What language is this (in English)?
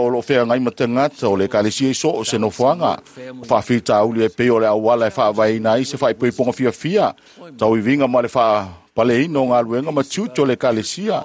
Samoan